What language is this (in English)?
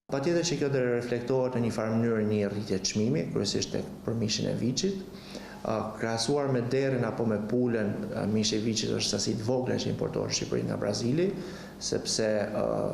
Albanian